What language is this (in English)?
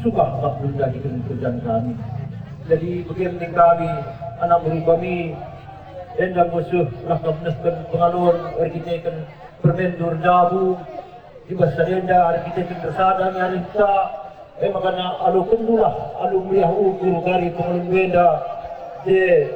Batak Karo